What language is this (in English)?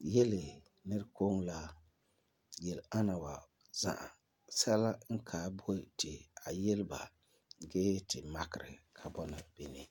Frafra